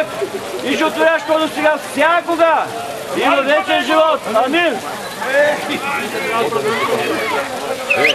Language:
Bulgarian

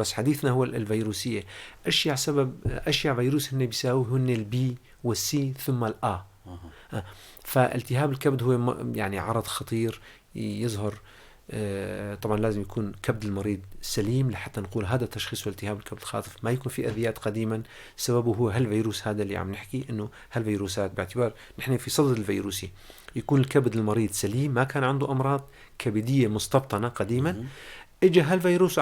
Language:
North Levantine Arabic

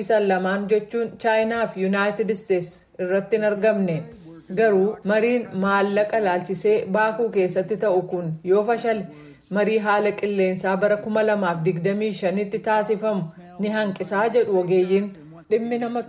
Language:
Oromo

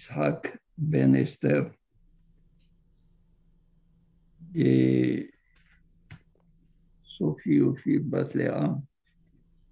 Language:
French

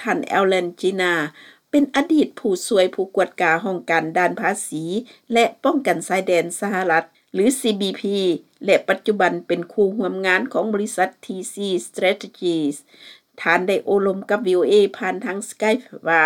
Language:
Lao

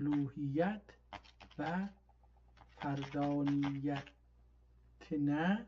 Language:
South Azerbaijani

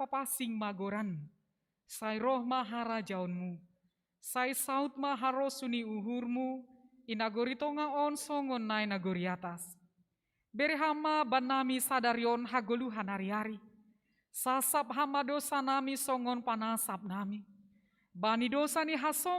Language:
Batak Simalungun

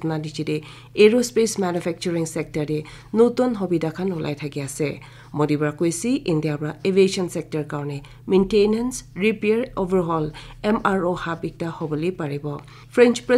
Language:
Naga Pidgin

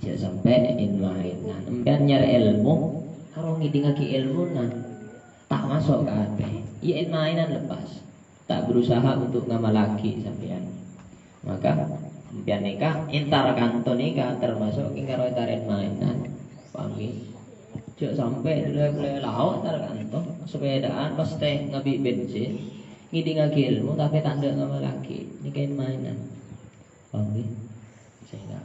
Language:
Madurese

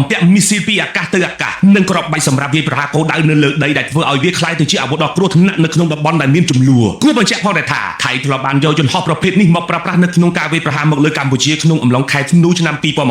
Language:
Khmer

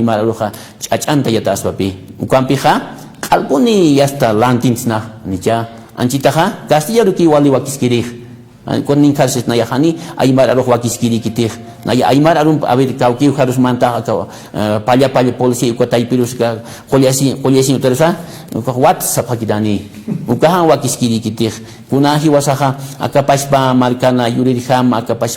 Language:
Aymara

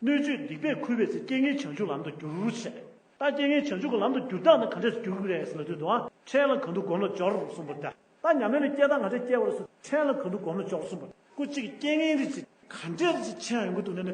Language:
Tibetan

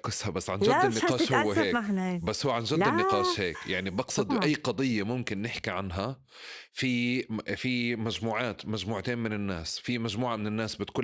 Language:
North Levantine Arabic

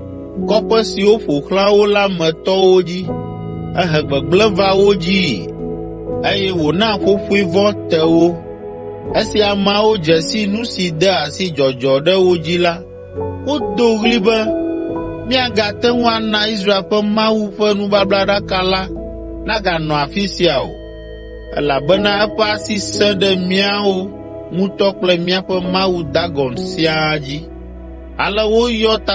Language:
Ewe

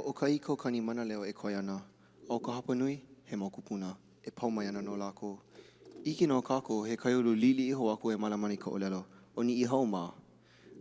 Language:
Hawaiian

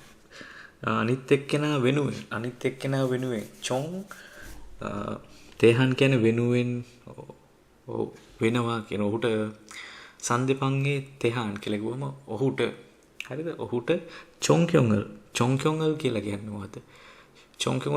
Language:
Sinhala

